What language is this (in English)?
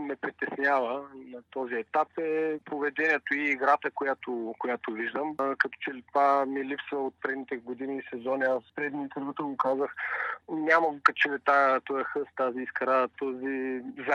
Bulgarian